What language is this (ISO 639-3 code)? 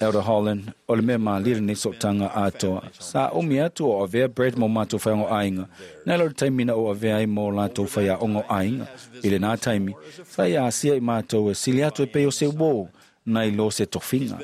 smo